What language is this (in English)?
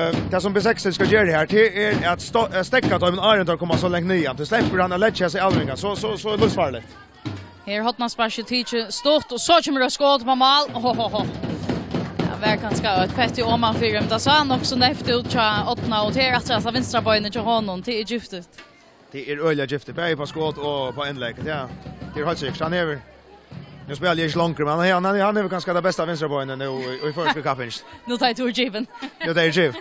Faroese